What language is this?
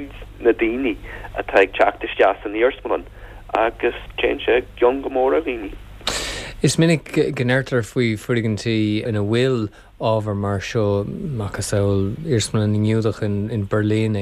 Irish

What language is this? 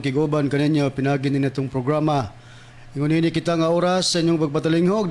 Cebuano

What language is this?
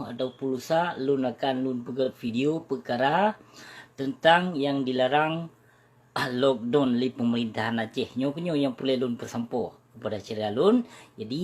Achinese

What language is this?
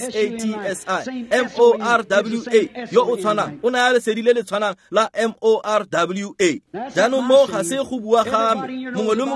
Tswana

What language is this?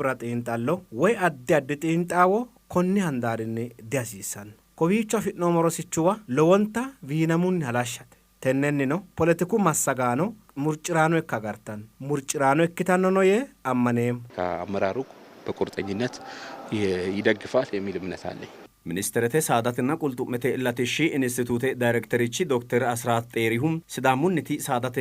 Sidamo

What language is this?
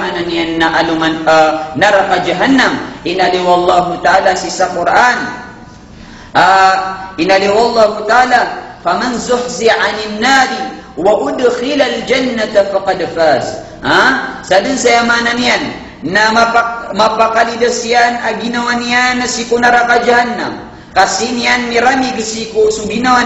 Maranao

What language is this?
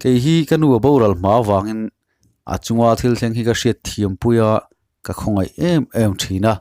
Mizo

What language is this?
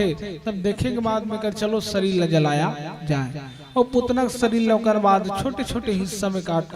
Chhattisgarhi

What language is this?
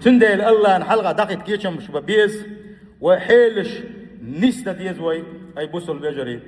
Chechen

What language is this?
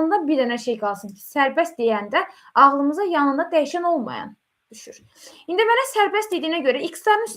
Azerbaijani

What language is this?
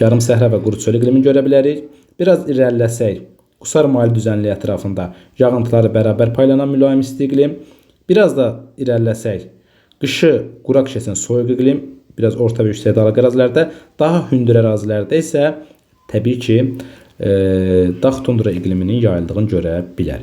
Azerbaijani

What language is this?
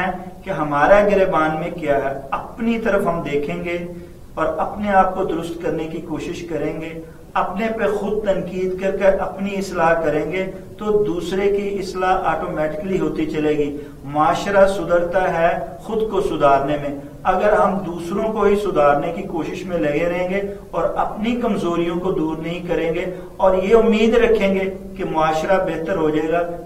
Urdu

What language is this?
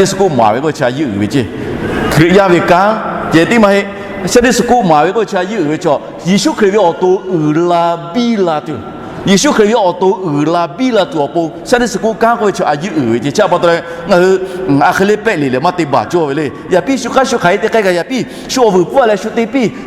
Lahu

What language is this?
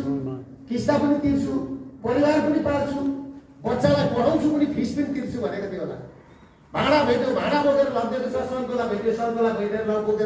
Nepali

